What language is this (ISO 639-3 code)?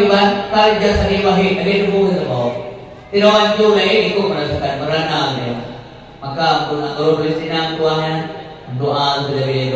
ace